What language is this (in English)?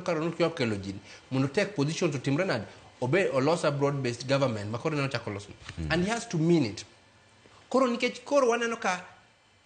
Luo (Kenya and Tanzania)